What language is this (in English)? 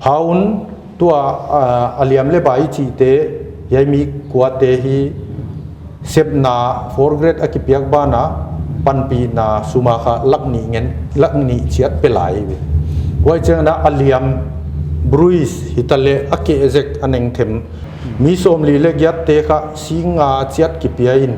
Paite Chin